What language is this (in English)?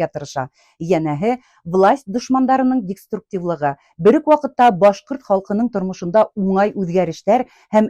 Bashkir